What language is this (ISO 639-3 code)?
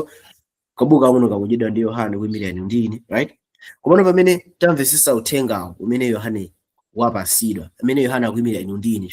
nya